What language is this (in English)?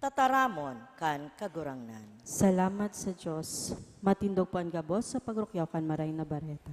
Bikol